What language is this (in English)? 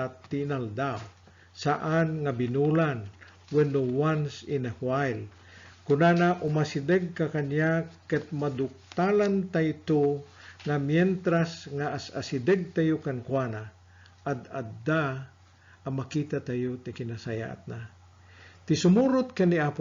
Iloko